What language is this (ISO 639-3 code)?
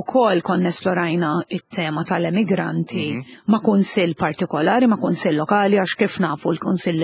mlt